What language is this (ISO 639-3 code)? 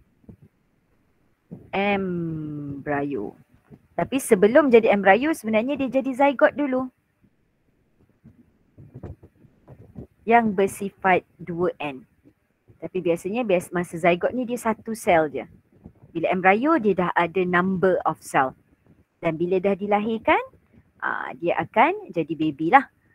msa